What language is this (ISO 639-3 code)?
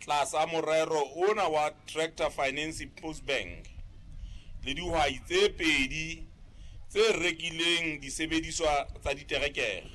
sot